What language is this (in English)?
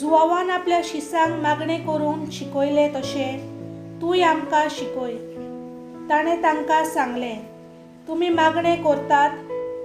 Konkani